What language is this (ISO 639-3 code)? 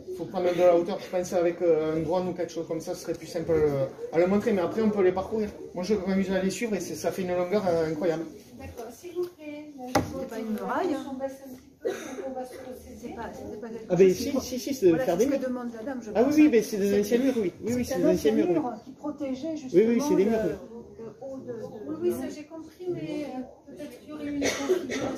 fra